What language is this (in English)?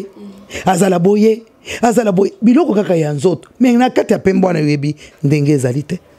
Lingala